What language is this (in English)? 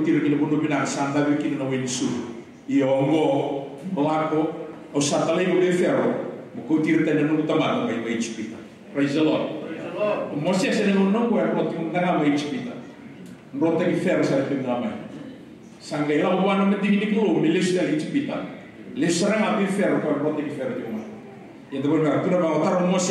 Fijian